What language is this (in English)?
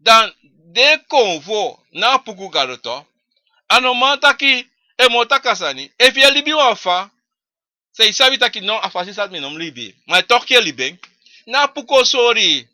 Sranan Tongo